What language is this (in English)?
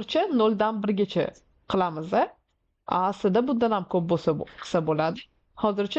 Uzbek